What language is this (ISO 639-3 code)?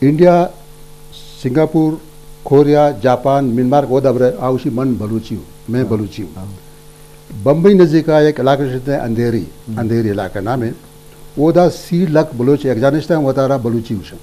bal